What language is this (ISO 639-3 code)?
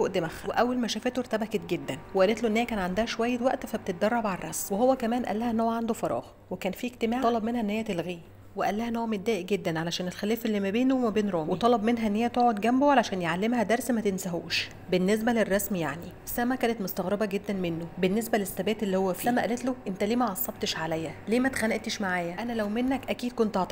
arz